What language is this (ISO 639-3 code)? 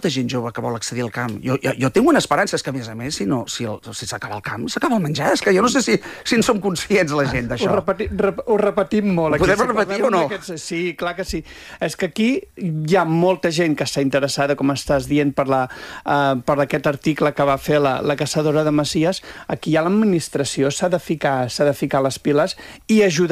cat